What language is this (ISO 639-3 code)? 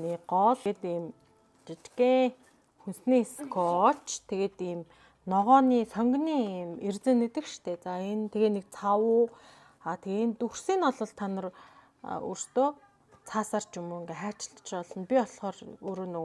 mon